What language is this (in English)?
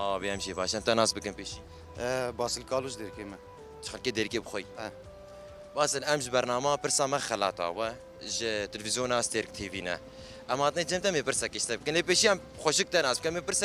Kurdish